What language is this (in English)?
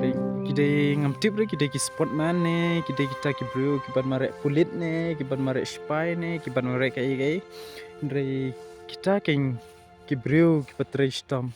Khasi